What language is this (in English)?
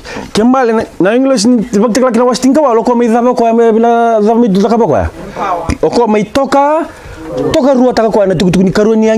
Fijian